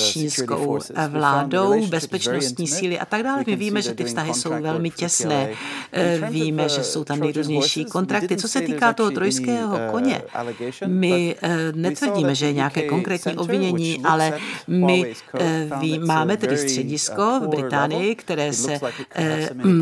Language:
Czech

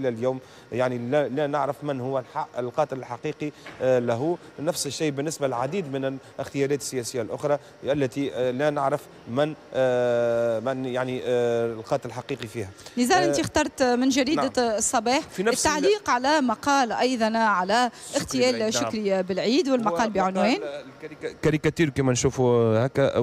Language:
Tunisian Arabic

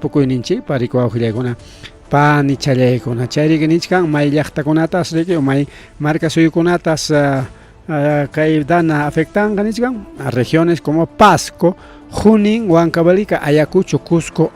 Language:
Ayacucho Quechua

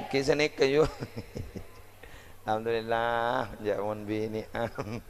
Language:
Madurese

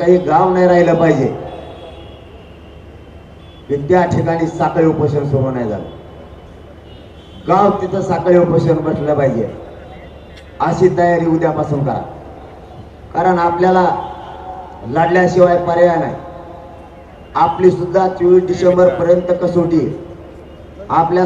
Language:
Marathi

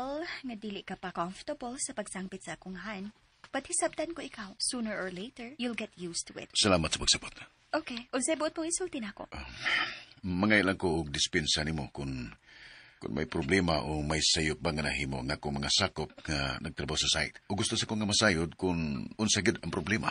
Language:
Cebuano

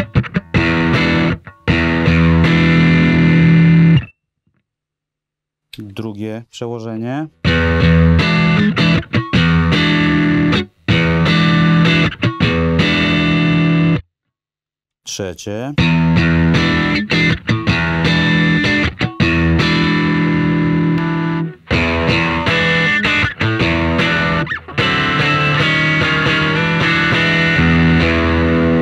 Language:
Polish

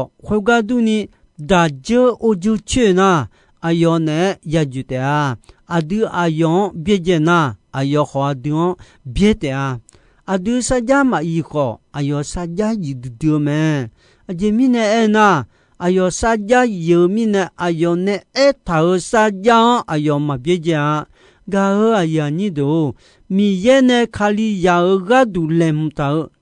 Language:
Akha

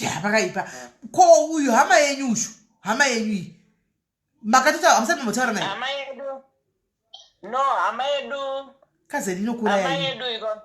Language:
Shona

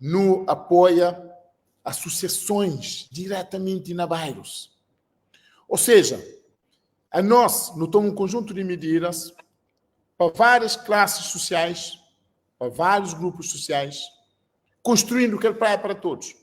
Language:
Kabuverdianu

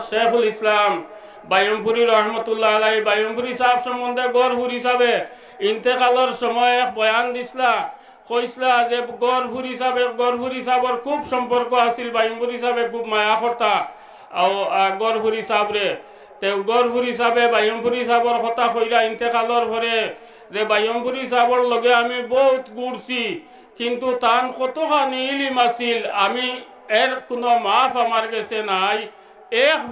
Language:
Sylheti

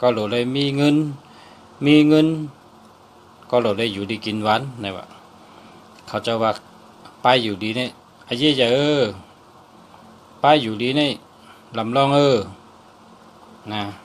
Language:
Shan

